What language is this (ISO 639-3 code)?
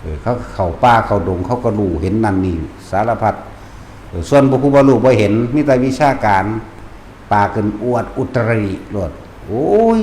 tts